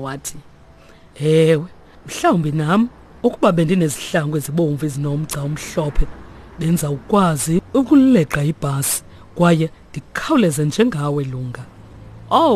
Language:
Xhosa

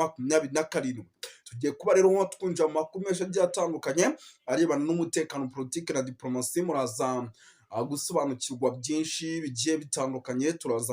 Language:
Kinyarwanda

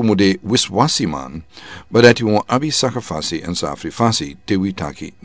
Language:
Sranan Tongo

